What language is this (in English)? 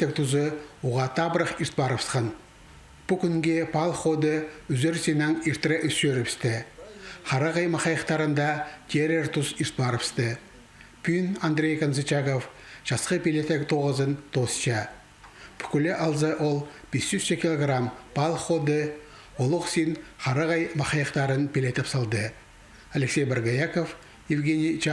Khakas